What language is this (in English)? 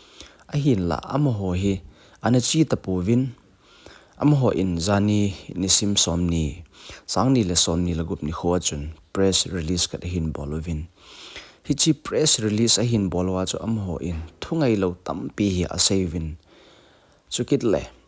Thado Chin